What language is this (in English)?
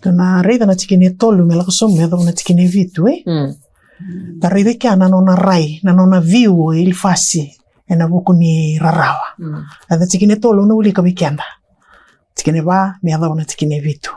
Fijian